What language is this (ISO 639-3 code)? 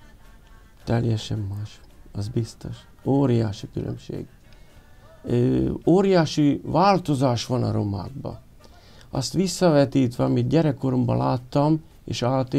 hun